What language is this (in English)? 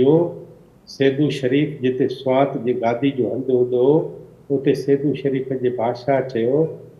Sindhi